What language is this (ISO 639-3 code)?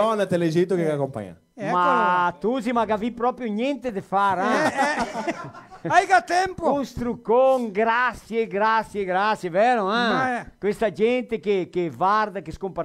vec